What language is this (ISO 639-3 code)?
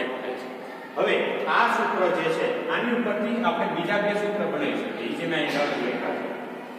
guj